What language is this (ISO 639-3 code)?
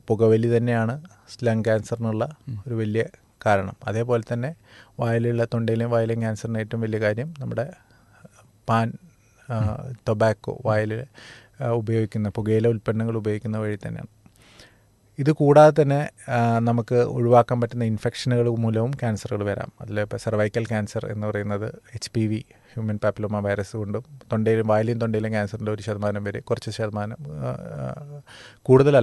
mal